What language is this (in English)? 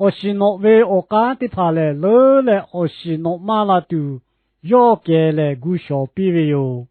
Lahu